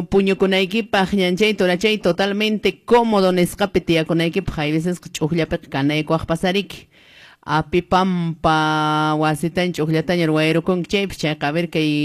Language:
Quechua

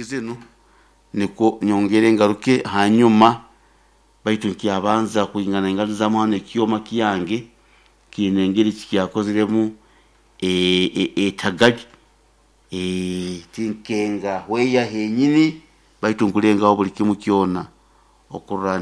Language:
Nyoro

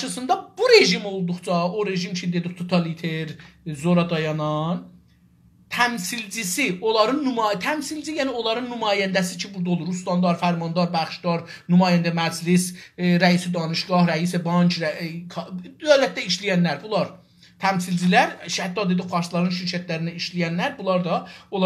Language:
South Azerbaijani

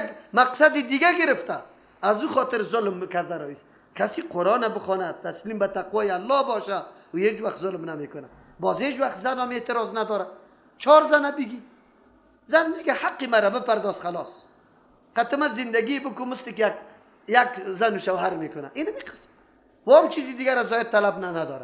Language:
Persian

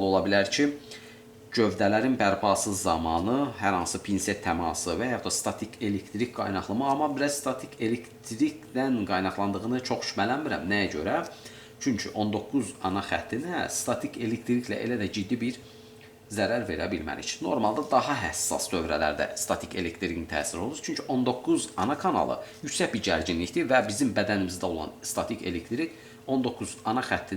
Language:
Azerbaijani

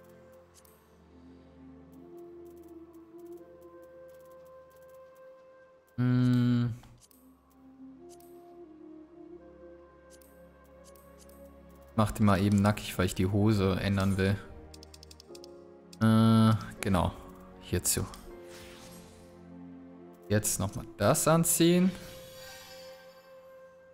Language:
German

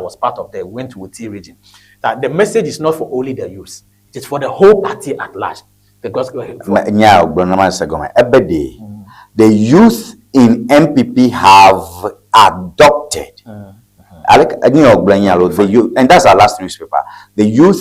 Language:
Ewe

